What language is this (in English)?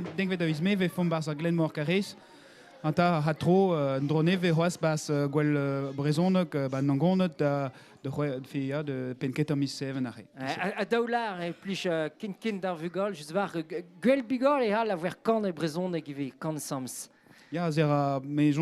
Breton